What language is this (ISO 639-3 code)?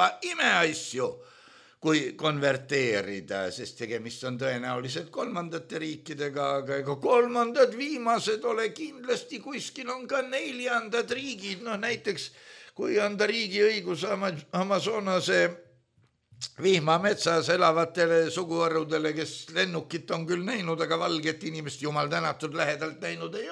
est